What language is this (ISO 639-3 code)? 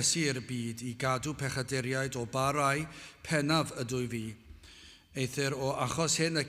cym